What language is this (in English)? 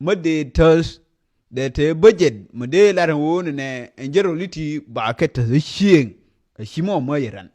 Nuer